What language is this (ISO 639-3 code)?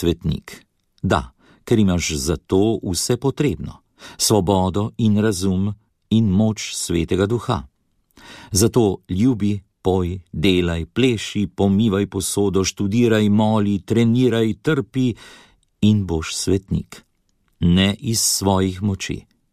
slv